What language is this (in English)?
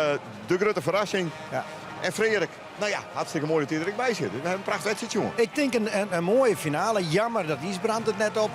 Western Frisian